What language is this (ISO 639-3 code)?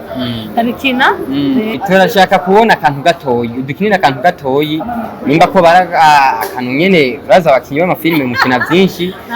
run